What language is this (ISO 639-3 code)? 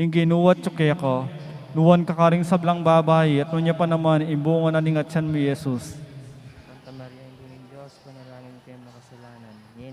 pam